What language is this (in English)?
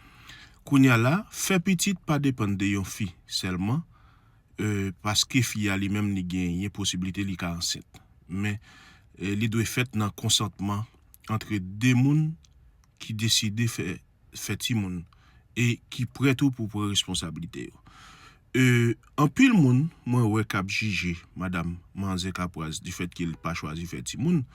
Haitian Creole